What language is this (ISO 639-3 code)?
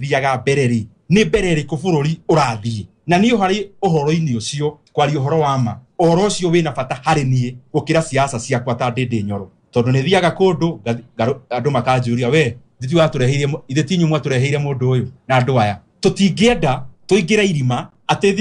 kik